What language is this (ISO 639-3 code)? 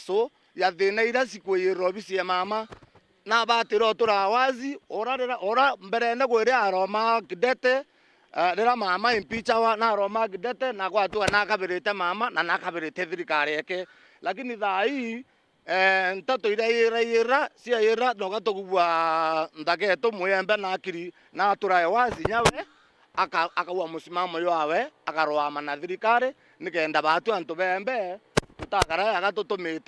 mer